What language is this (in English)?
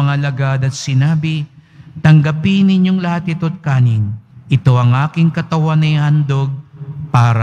Filipino